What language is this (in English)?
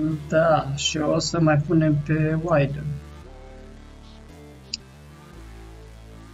Romanian